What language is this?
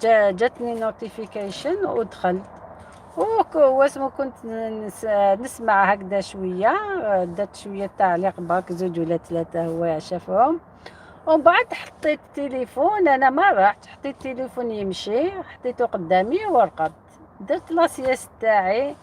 Algerian Arabic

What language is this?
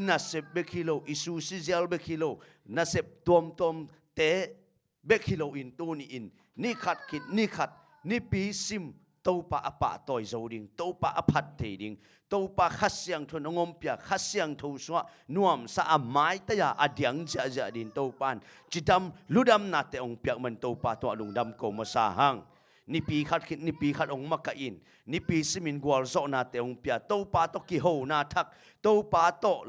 Tedim Chin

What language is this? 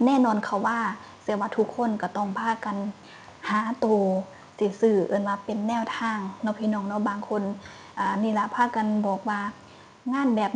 Northeastern Thai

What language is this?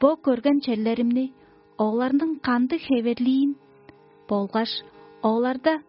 Tuvinian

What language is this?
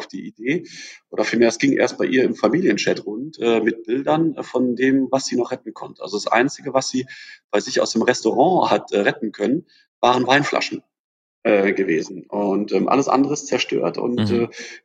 German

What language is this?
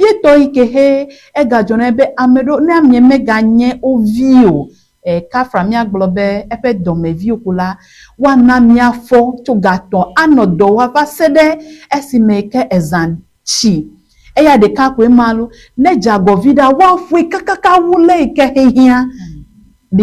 Ewe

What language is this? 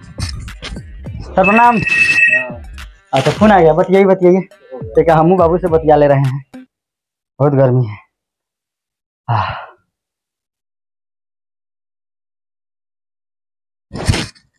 Bhojpuri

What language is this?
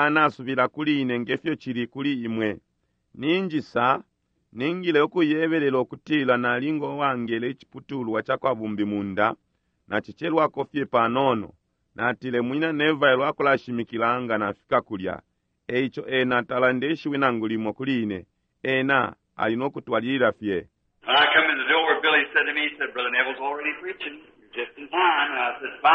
Bemba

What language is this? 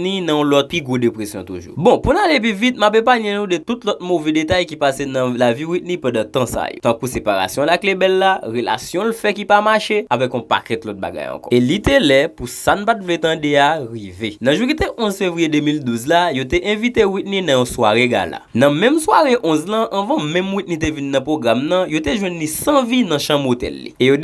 Haitian Creole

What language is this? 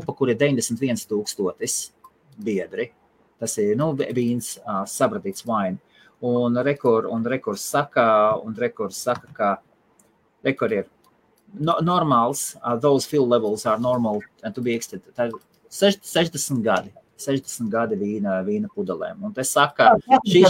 Latvian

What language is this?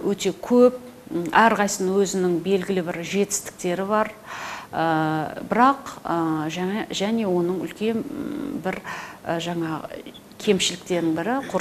Kazakh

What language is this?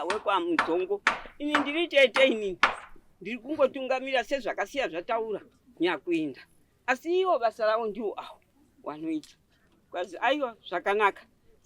Shona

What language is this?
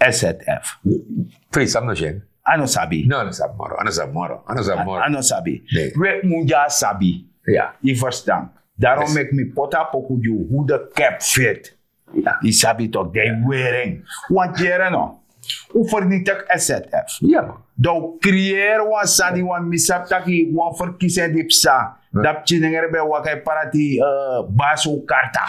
Sranan Tongo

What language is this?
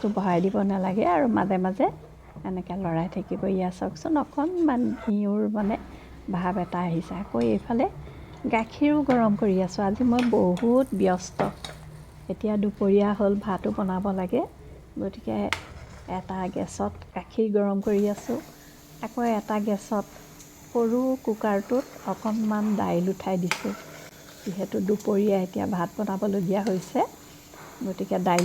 Assamese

